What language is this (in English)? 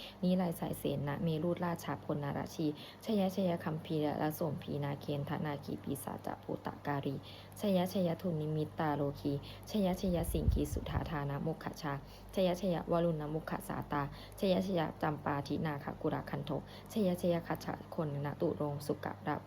Pali